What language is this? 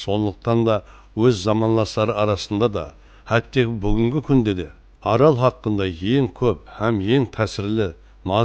Kara-Kalpak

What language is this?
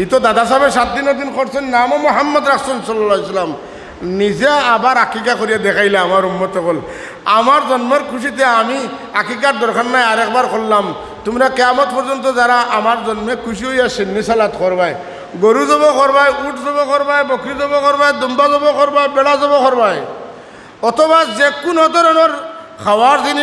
Sylheti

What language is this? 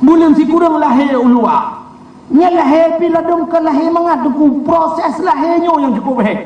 Achinese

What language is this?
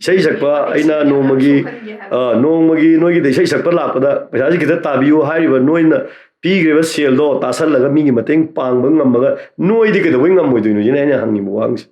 Manipuri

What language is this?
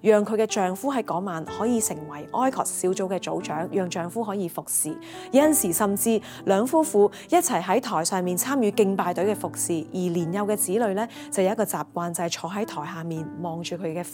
Cantonese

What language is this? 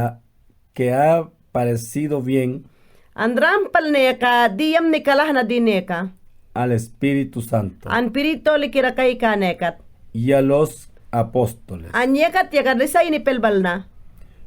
Mayangna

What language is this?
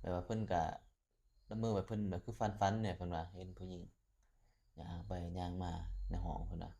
Lao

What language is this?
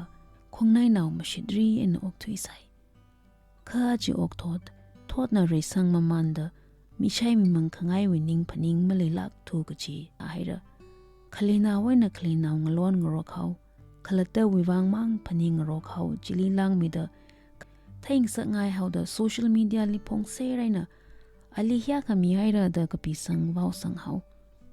Tangkhul Naga (India)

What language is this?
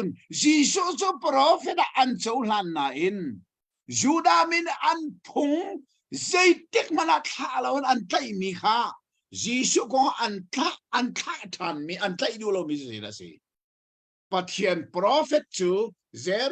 Hakha Chin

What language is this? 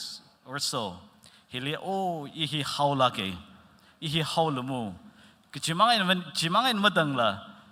Tangkhul Naga (India)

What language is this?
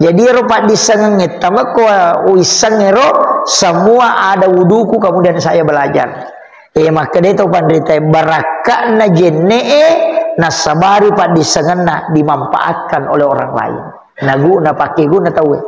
Buginese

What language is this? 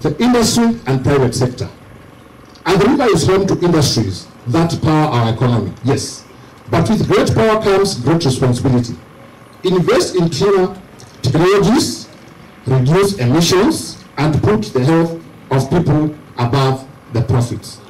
Kamba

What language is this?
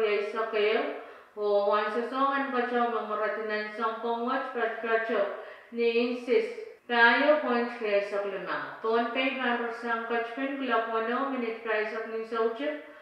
Pohnpeian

